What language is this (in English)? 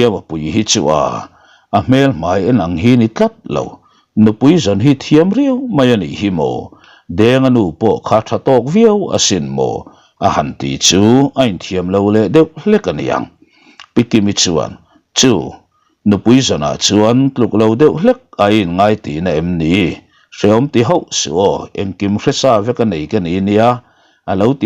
Mizo